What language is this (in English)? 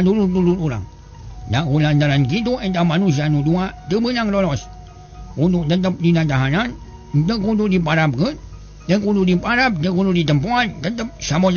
Sundanese